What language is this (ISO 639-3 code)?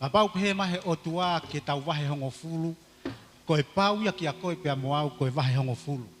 ton